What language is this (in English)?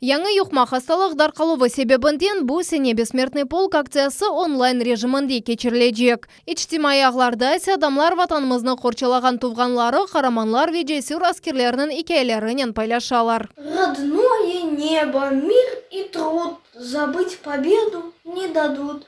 Crimean Tatar